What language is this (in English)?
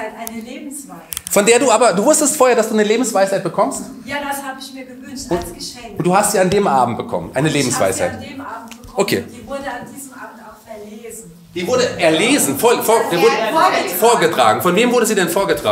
German